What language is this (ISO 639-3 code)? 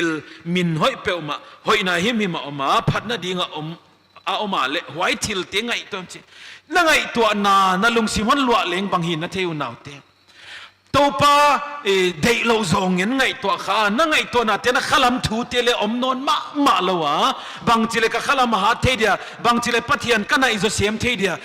pck